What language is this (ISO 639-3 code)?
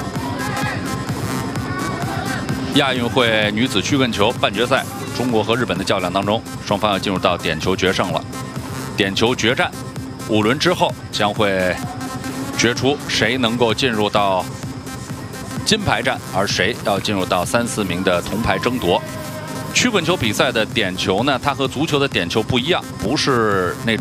zho